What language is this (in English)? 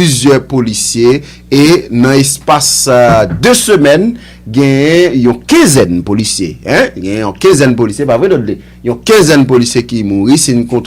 Haitian Creole